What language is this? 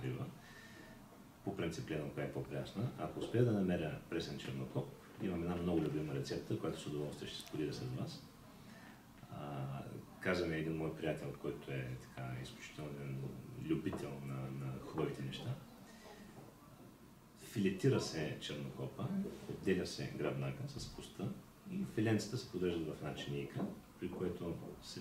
Bulgarian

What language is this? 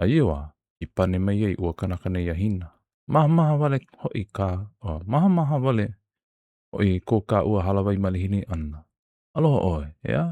Hawaiian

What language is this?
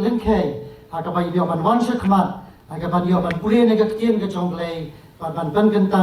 Khasi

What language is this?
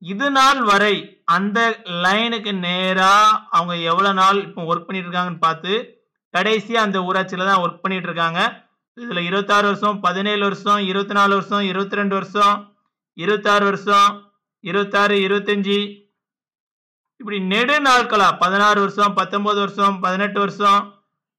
Tamil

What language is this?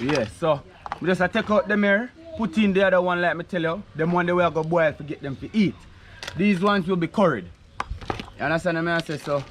Jamaican Creole English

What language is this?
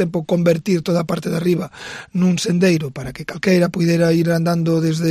Galician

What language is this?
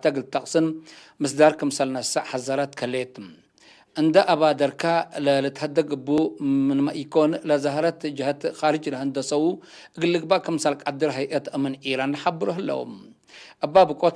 Tigre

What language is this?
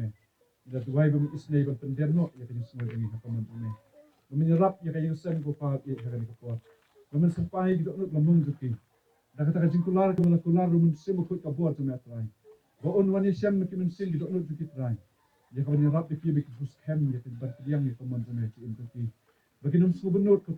Khasi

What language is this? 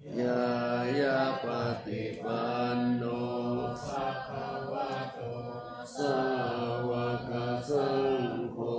Pali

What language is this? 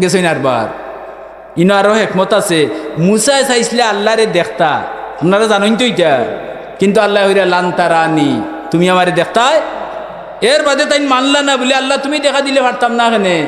Sylheti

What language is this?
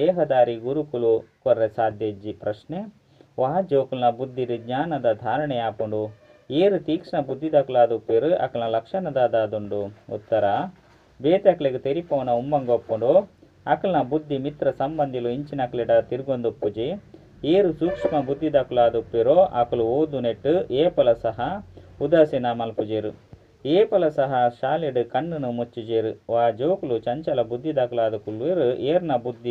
Tulu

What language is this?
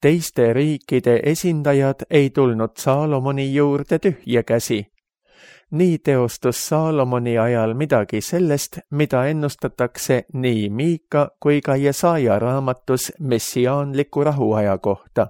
Estonian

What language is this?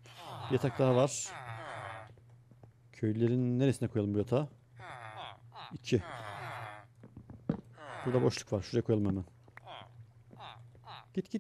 Turkish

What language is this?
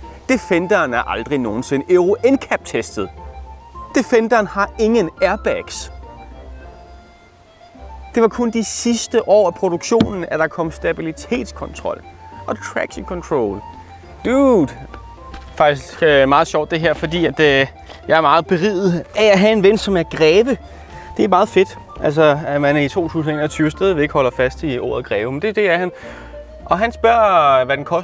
Danish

